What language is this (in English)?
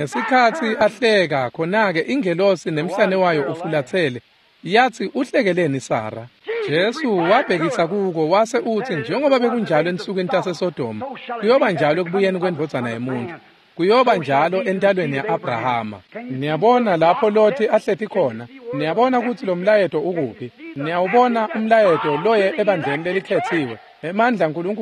Swati